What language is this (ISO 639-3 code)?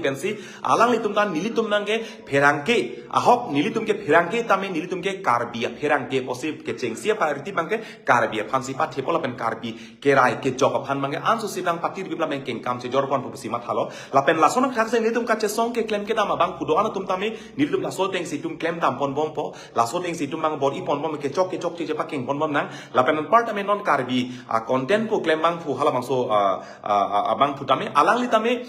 mjw